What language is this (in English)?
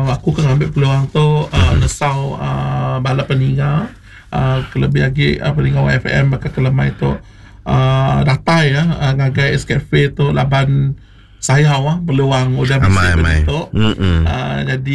Iban